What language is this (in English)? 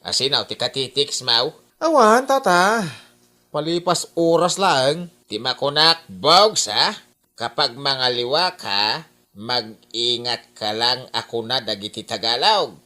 Iloko